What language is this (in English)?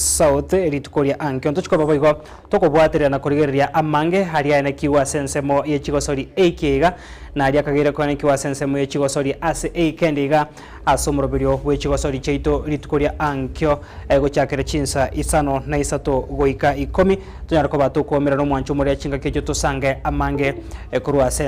Gusii